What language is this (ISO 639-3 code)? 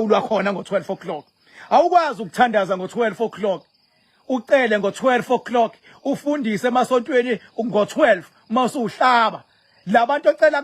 zul